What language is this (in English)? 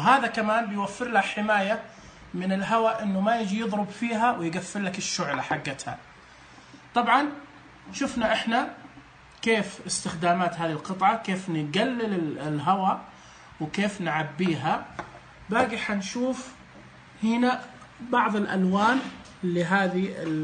Najdi Arabic